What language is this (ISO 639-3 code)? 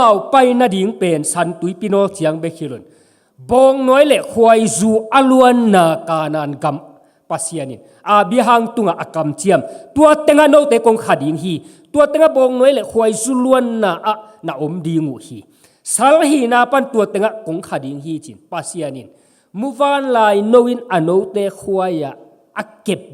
ctd